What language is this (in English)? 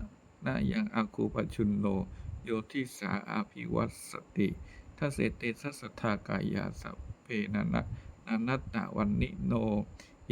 Pali